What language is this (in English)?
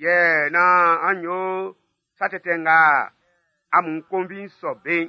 Baoulé